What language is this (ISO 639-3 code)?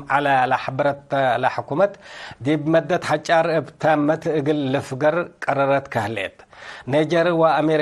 tig